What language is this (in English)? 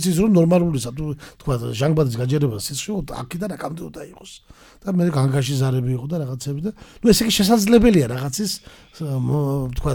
Georgian